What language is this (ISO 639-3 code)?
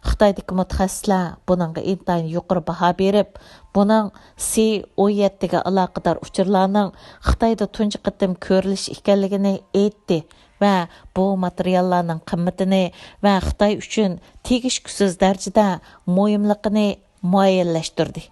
uig